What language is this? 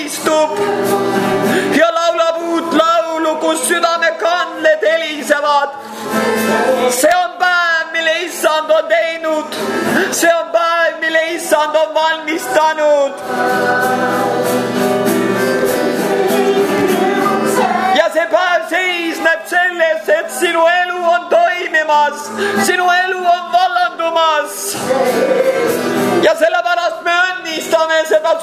Estonian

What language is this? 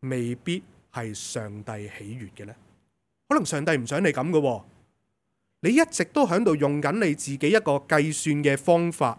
Cantonese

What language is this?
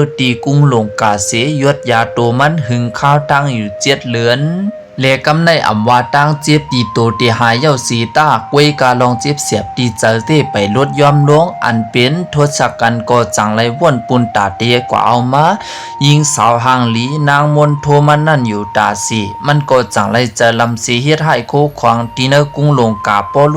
Shan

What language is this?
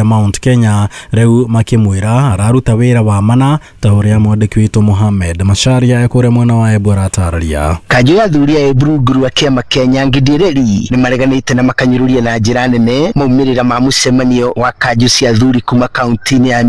Kikuyu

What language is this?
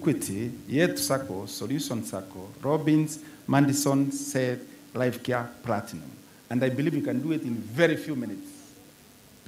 Meru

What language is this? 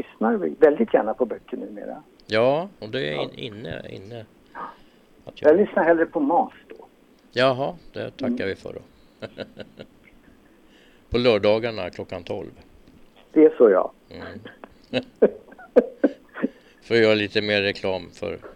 Swedish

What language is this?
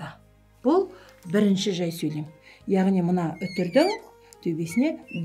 Kazakh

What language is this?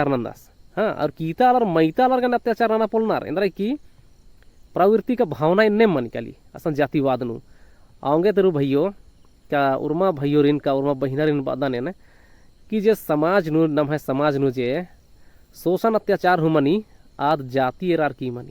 Kurukh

